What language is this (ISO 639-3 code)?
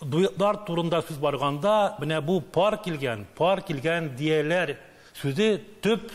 tat